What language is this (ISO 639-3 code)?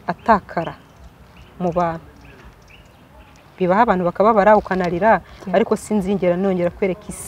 kin